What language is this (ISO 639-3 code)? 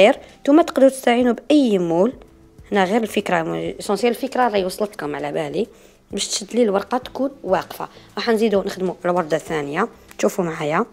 arq